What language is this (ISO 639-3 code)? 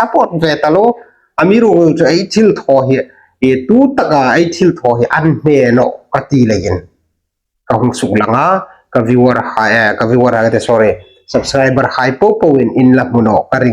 hmr